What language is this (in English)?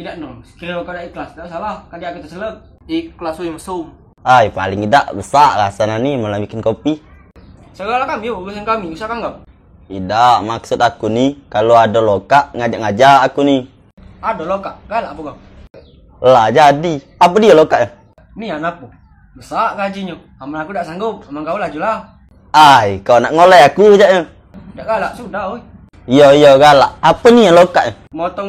Musi